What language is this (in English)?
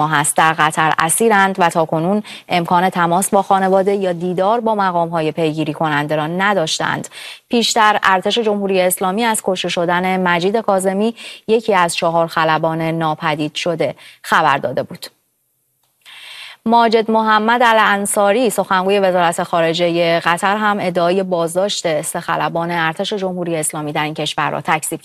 Persian